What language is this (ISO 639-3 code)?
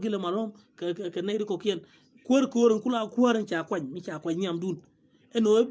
nus